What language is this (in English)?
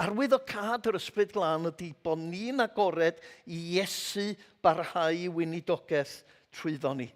Welsh